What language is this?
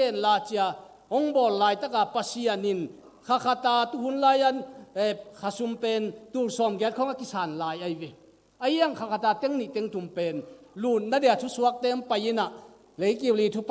Tedim Chin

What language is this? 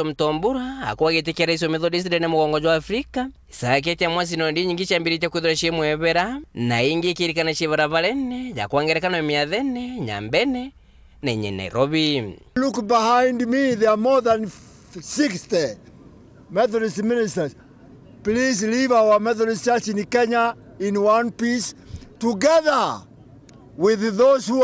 Meru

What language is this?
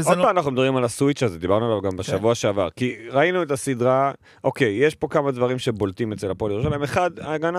Hebrew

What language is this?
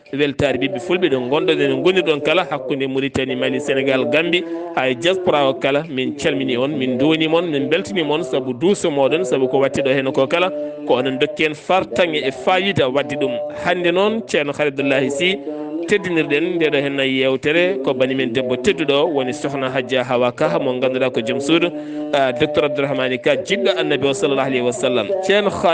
Fula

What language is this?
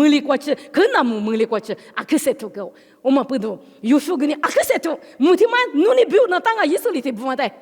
Lisu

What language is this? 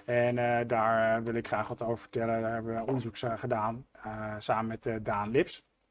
Dutch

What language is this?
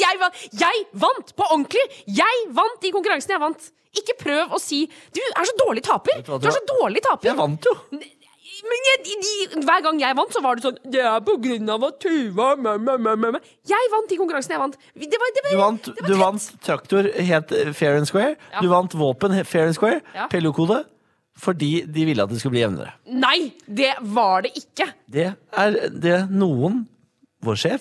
Norwegian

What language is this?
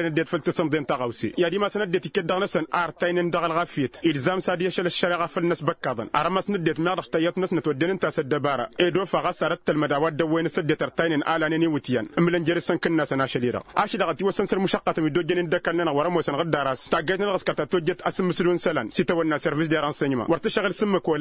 Tamasheq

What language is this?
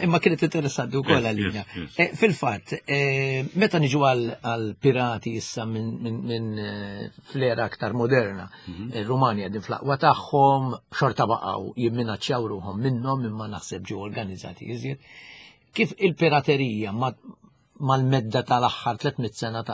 Maltese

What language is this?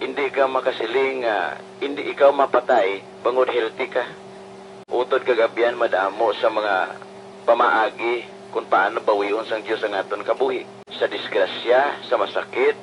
Hiligaynon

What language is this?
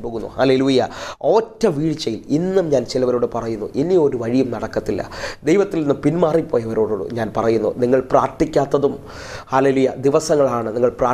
Malayalam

